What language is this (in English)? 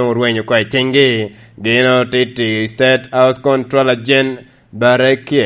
Lango (Uganda)